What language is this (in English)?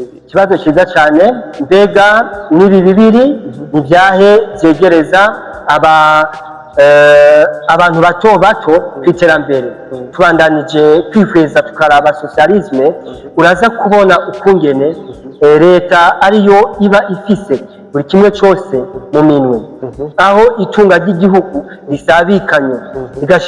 Rundi